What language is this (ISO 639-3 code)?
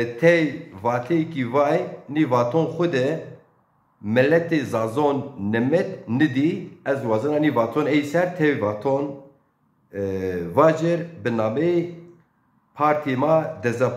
zza